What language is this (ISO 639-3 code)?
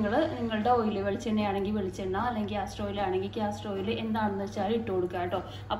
mal